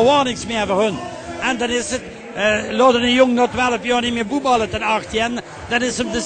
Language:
Limburgish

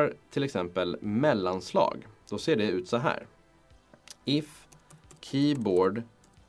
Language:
Swedish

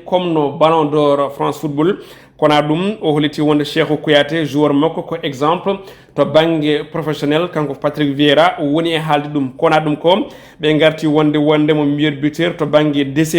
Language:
Fula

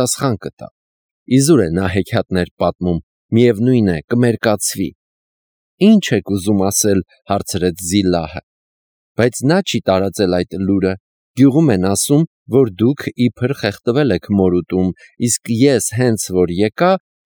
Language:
Armenian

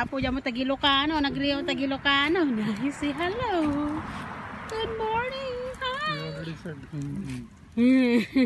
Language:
Iloko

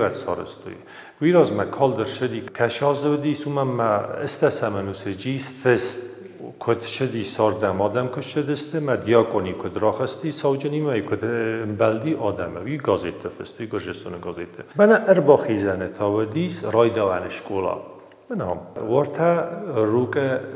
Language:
Ossetic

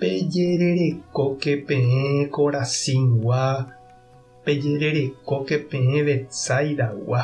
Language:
Guarani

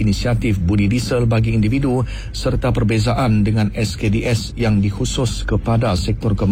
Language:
Malay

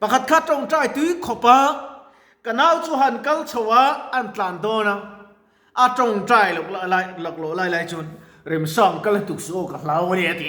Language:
Mizo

